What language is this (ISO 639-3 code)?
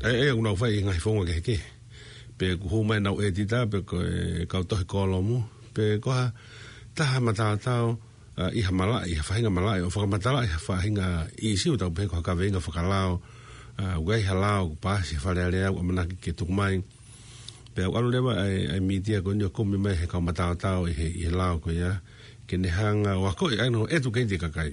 ton